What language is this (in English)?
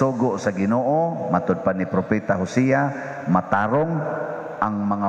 Cebuano